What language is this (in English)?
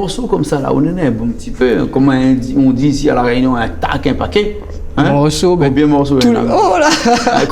Réunion Creole French